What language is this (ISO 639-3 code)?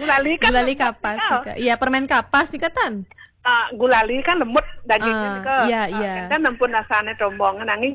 ban